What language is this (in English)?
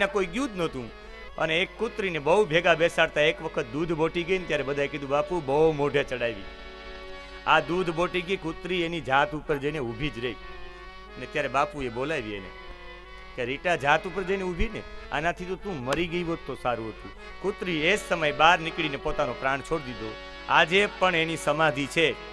Gujarati